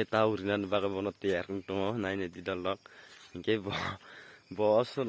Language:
Kok Borok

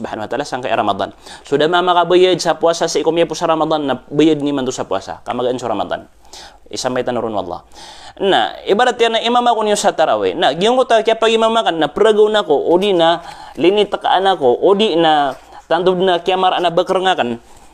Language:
Maranao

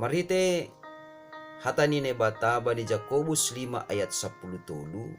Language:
Batak Simalungun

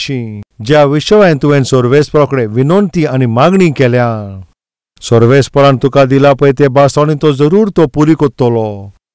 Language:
Konkani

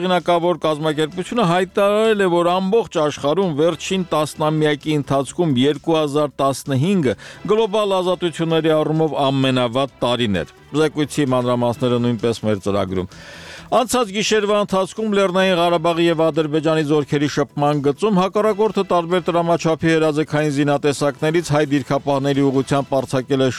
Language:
Armenian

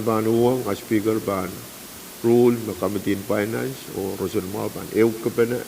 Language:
Pohnpeian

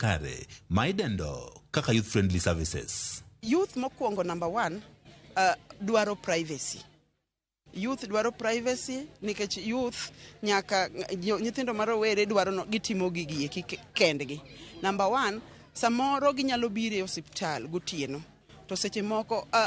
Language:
Luo (Kenya and Tanzania)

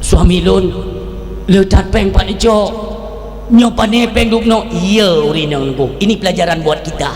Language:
Achinese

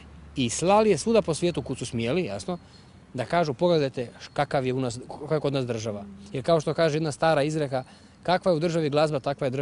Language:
Croatian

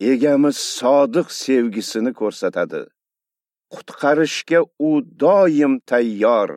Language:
Uzbek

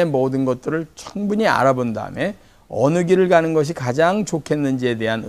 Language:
Korean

